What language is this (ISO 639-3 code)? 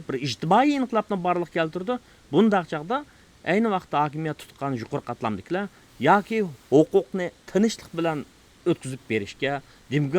uig